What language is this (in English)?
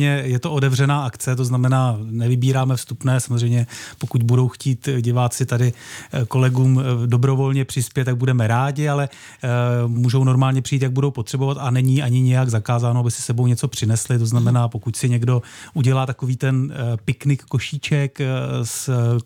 Czech